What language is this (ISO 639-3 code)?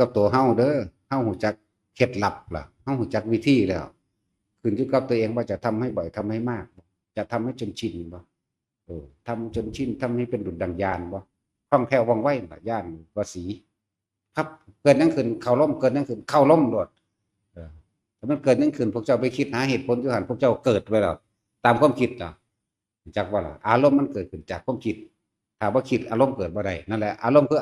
tts